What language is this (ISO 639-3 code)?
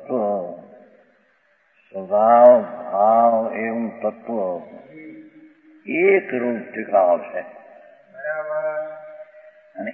guj